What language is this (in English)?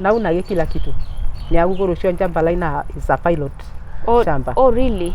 Masai